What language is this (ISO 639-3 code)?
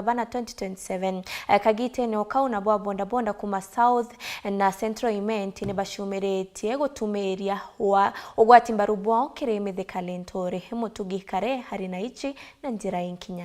mer